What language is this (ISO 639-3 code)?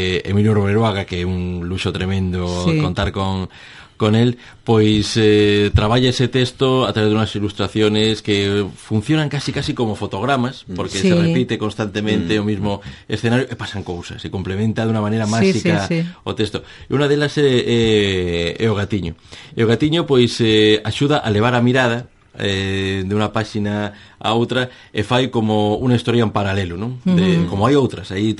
glg